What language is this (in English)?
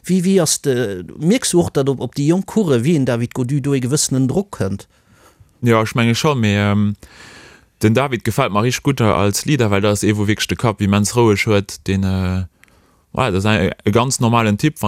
Luxembourgish